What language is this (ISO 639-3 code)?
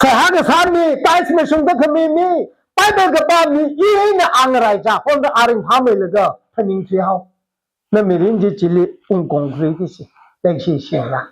nmf